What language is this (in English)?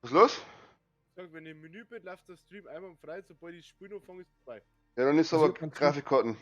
Bavarian